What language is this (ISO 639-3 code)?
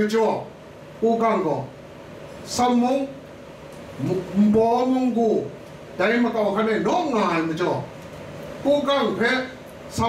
kac